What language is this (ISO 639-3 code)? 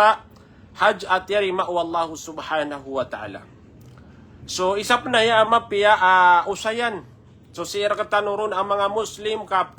mrw